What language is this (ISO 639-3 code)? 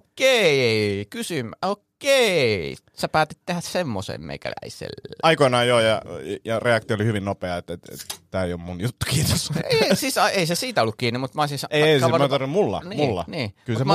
fin